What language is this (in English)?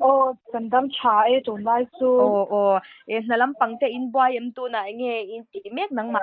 Mizo